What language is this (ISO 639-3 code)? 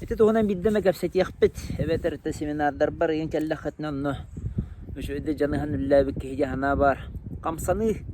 sah